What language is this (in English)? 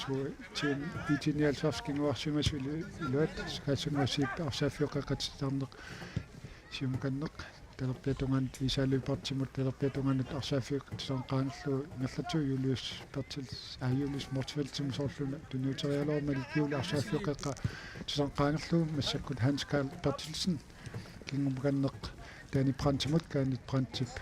Kalaallisut